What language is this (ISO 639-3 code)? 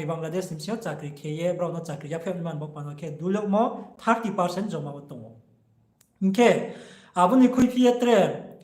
ria